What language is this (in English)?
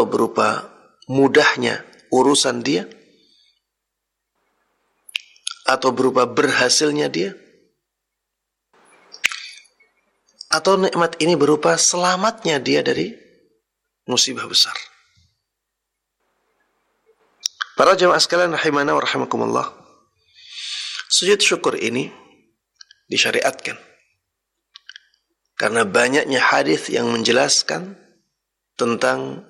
Indonesian